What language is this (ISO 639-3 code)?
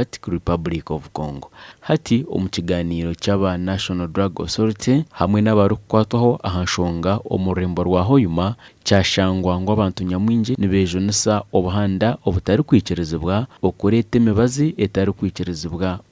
nyn